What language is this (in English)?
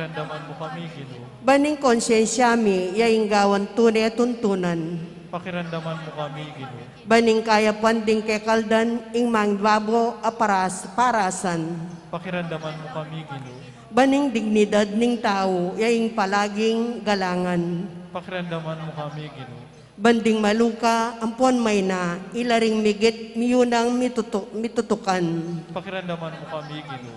Pampanga